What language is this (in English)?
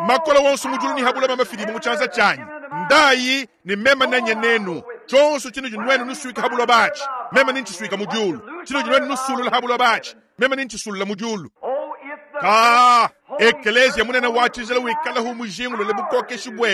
Luba-Lulua